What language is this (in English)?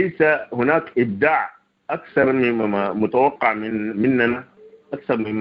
Sudanese Arabic